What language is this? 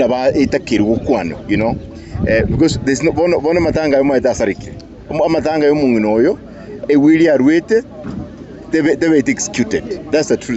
Gusii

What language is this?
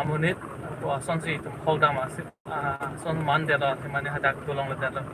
Karbi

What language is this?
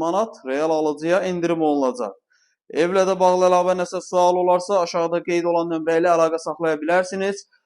Azerbaijani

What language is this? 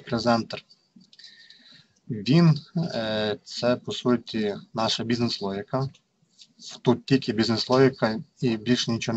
Ukrainian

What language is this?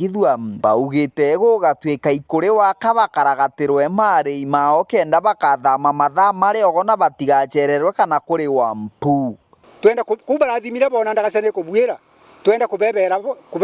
Meru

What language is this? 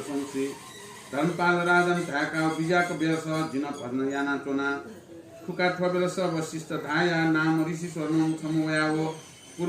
Newari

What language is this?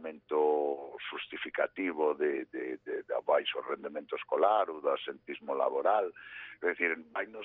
Galician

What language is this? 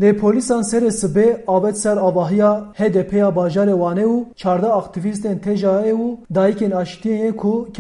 Kurdish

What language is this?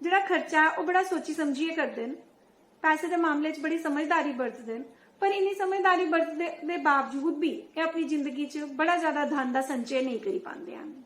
Dogri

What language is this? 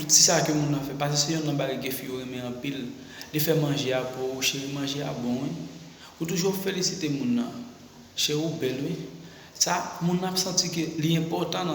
Haitian Creole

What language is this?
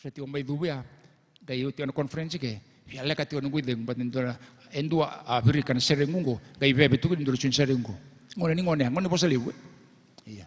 Fijian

